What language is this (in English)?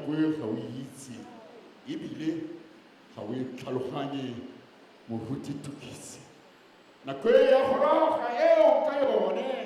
Tswana